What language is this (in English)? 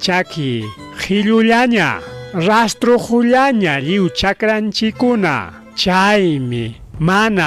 Ayacucho Quechua